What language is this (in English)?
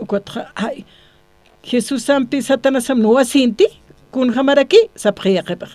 Aymara